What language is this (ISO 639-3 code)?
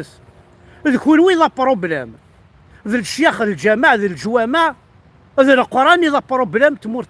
kab